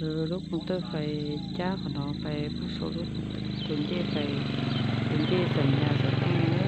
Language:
Hmong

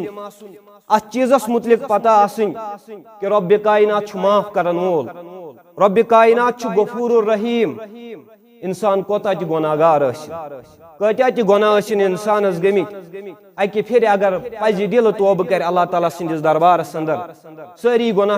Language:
Kashmiri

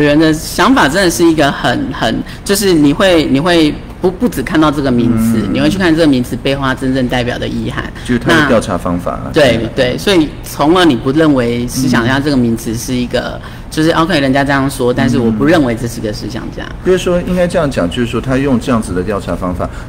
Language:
Chinese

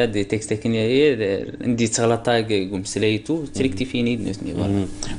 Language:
Kabyle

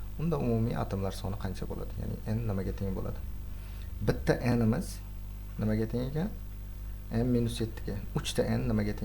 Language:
Uzbek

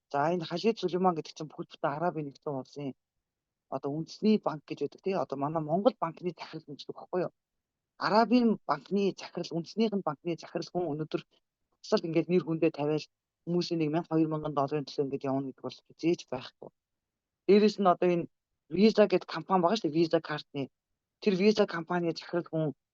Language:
Mongolian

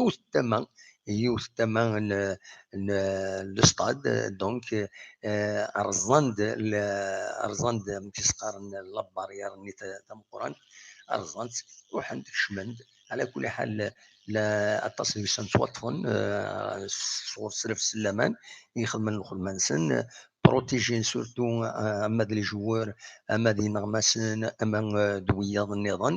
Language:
Kabyle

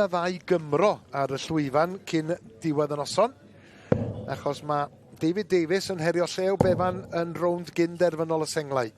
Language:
Welsh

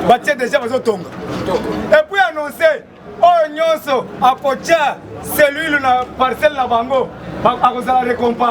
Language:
Lingala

